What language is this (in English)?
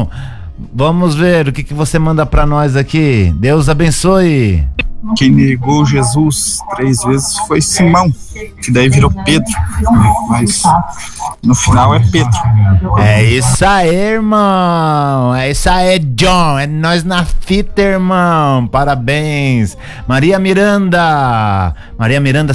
Portuguese